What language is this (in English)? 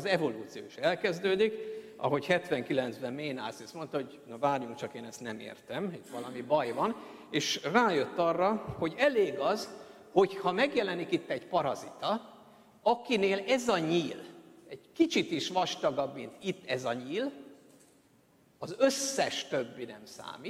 Hungarian